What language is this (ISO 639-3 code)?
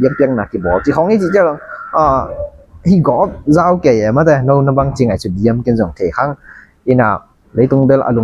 ctd